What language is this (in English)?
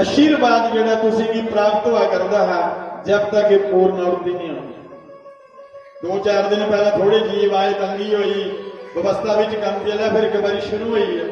Dogri